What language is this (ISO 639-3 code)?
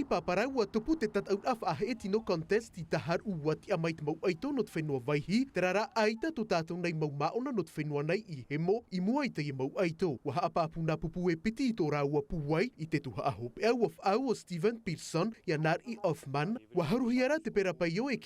tah